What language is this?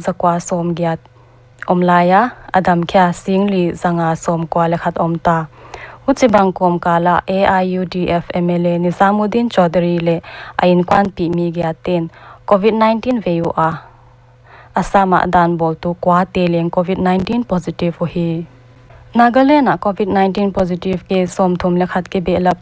Paite Chin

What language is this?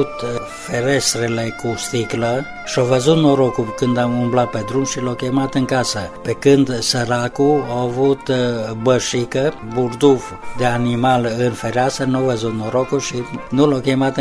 Romanian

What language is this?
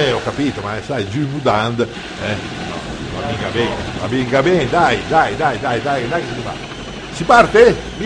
Italian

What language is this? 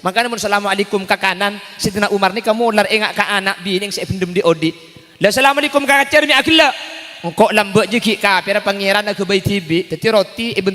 Madurese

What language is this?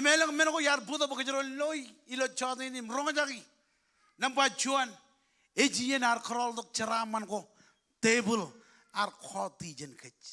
Marshallese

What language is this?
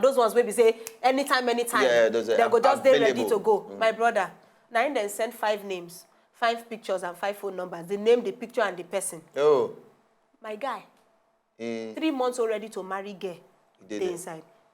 Nigerian Pidgin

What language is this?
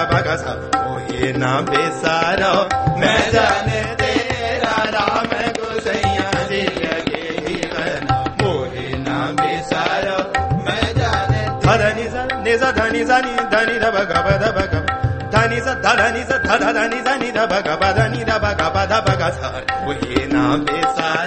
Hindi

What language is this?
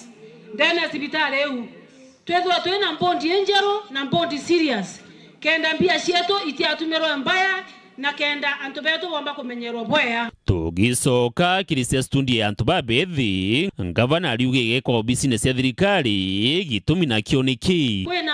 Meru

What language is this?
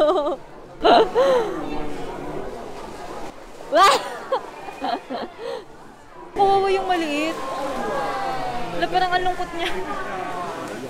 Filipino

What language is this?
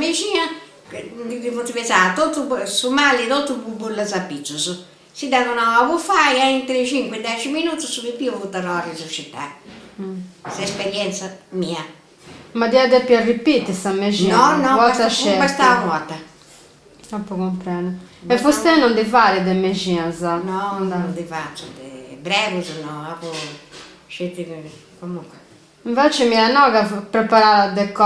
Sardinian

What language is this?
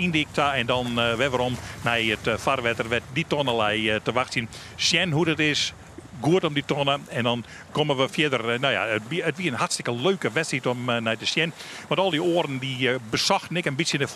Western Frisian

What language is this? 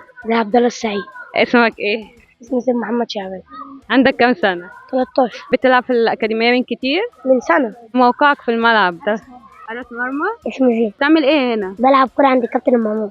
Egyptian Arabic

